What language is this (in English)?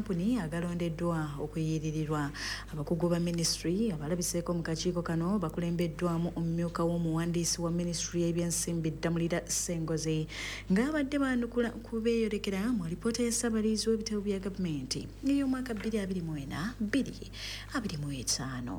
Ganda